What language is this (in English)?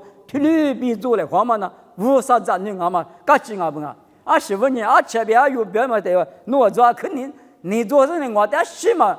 Lisu